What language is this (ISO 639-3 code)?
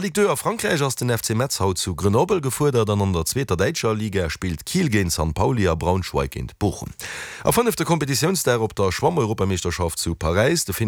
ltz